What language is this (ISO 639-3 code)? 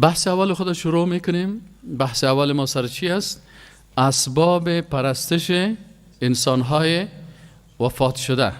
fas